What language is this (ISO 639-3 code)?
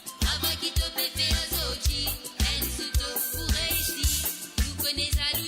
mfe